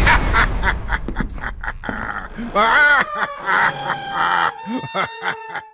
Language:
Italian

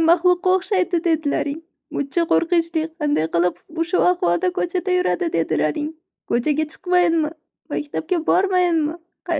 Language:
Uzbek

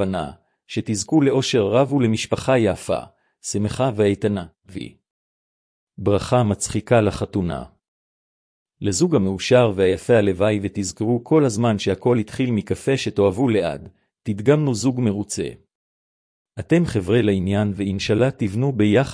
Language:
Hebrew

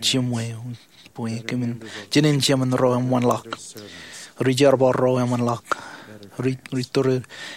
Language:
Marshallese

